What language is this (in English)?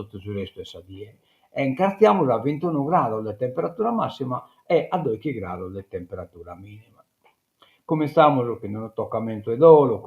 Sardinian